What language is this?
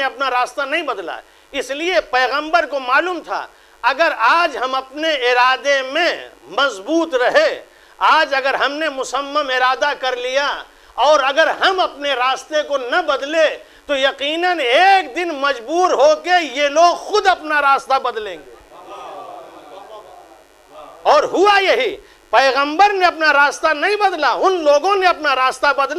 Urdu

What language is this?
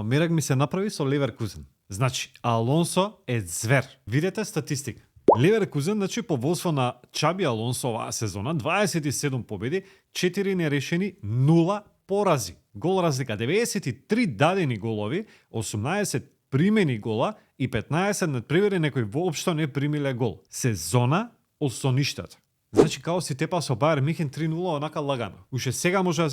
Macedonian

